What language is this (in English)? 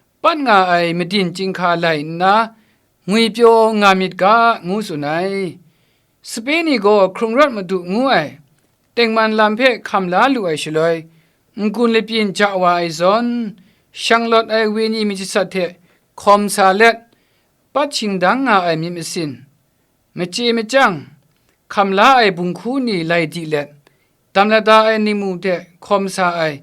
Kachin